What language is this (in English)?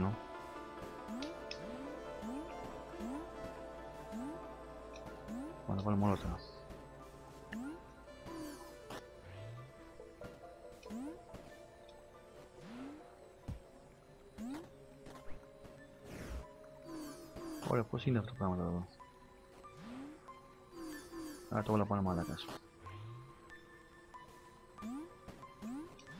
Greek